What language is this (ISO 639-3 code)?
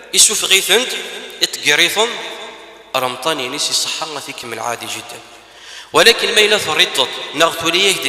kab